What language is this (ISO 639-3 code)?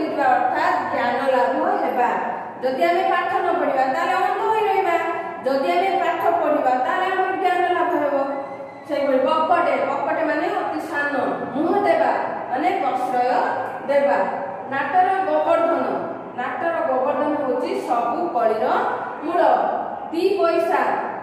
ori